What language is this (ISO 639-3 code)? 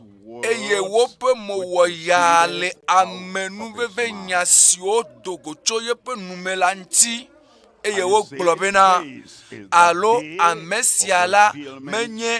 ewe